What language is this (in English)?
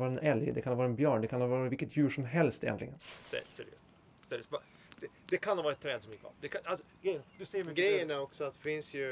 Swedish